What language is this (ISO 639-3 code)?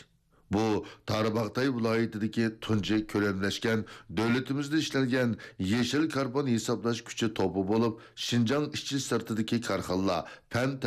uig